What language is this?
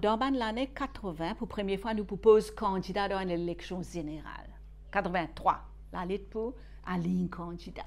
Morisyen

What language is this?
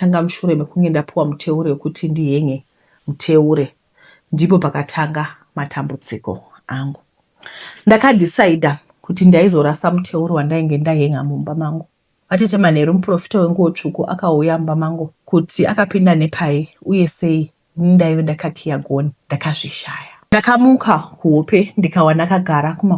Shona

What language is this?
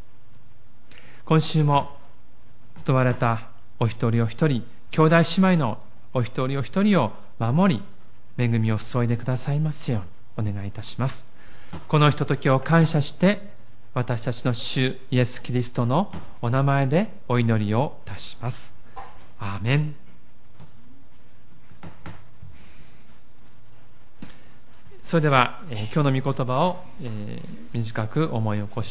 Japanese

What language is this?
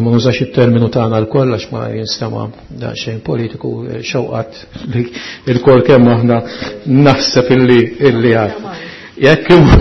Maltese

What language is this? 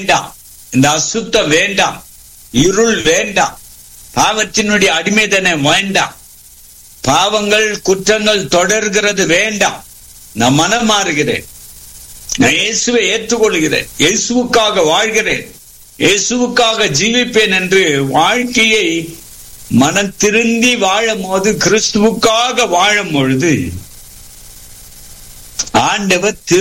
Tamil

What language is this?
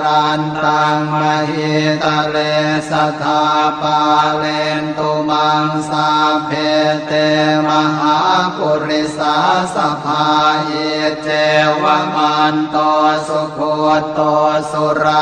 Pali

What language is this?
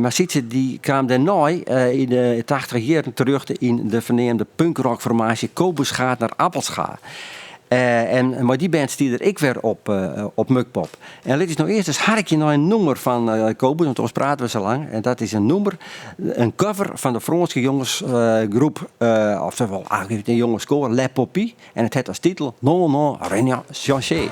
Western Frisian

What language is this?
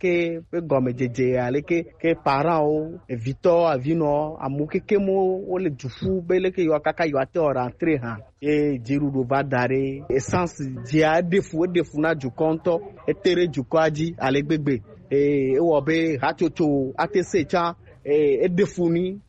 Gen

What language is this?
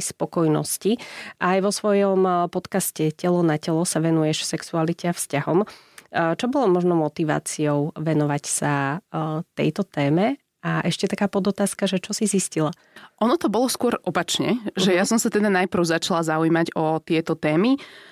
Slovak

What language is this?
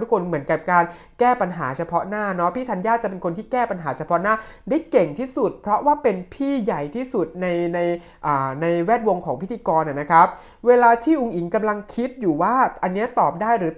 Thai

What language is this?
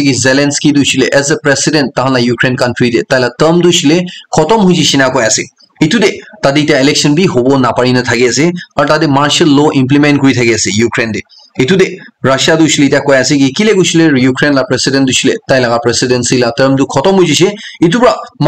Naga Pidgin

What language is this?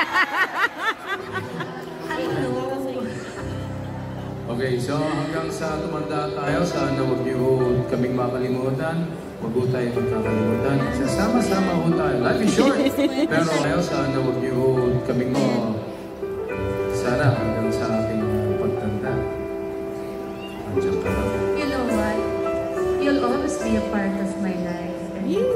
Filipino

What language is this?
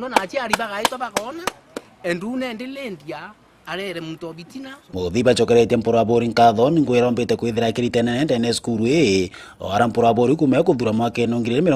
Meru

